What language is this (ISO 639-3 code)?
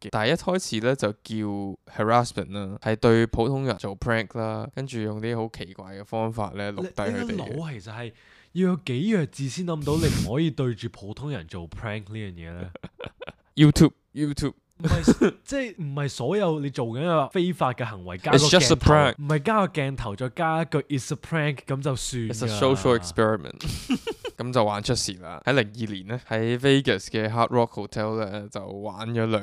yue